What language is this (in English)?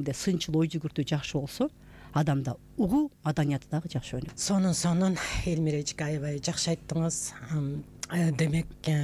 Kyrgyz